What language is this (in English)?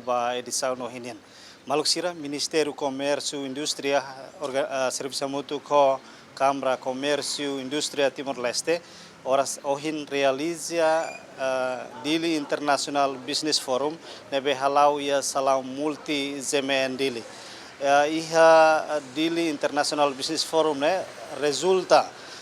Tetum